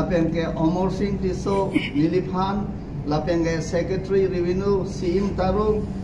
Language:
Karbi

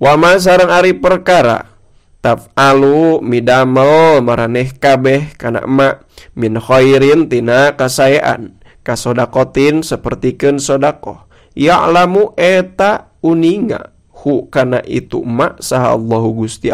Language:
Sundanese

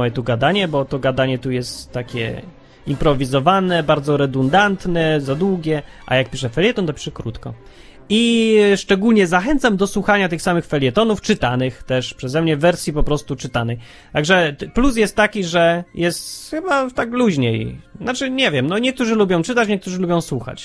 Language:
Polish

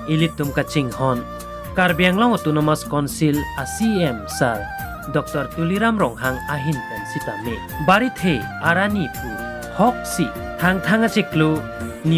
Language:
Karbi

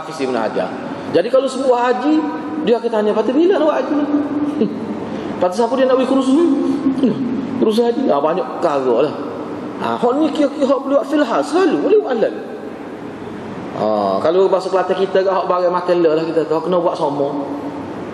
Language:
Malay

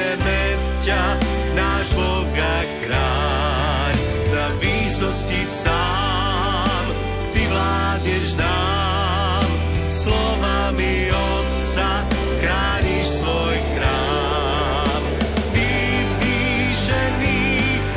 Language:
Slovak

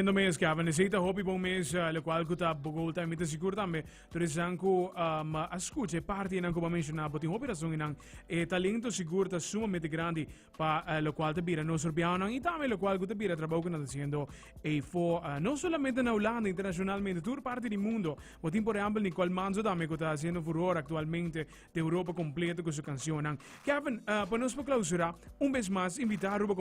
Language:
Papiamento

